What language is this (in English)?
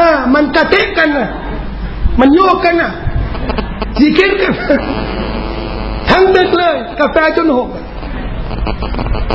Thai